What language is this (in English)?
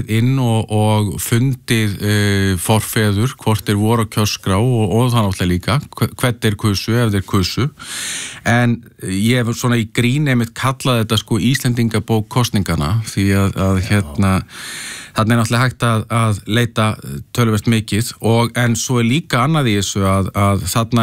Icelandic